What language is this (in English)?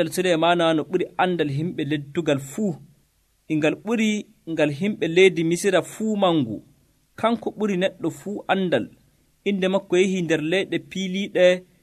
Nigerian Fulfulde